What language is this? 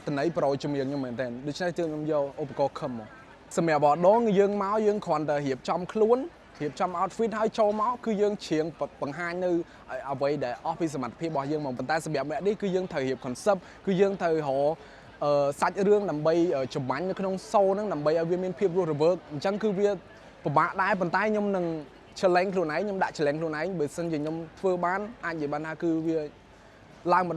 Khmer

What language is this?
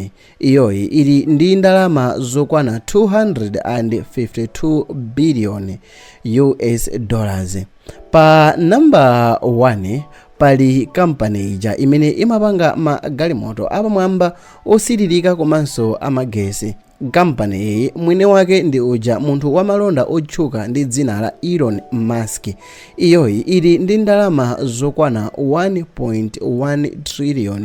Nyanja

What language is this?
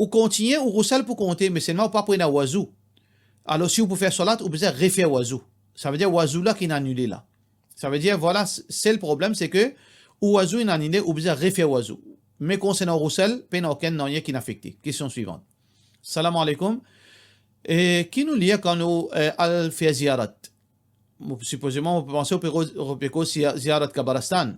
Morisyen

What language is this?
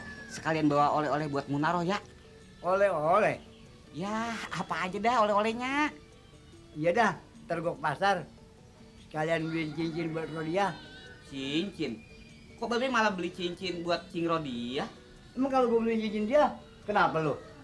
Betawi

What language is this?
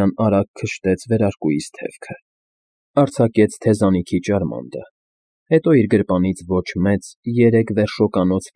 Armenian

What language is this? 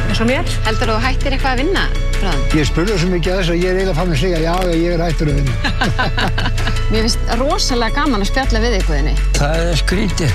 Icelandic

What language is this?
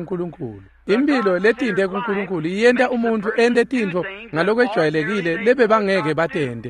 Swati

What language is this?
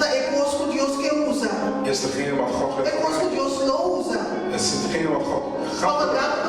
Papiamento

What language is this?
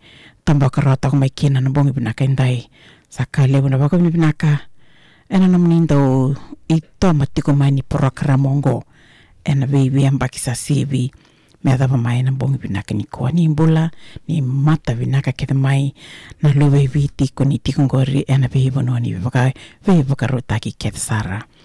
Fijian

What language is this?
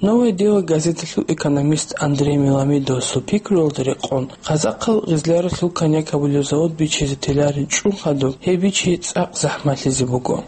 Avaric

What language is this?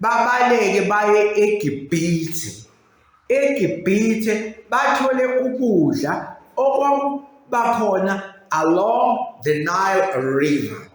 Zulu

